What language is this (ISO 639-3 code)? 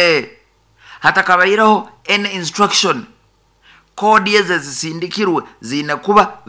nyo